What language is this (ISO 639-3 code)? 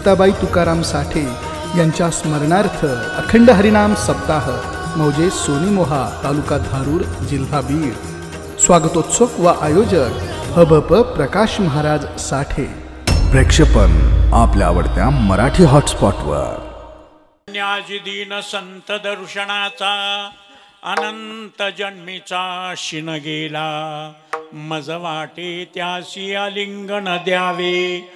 mar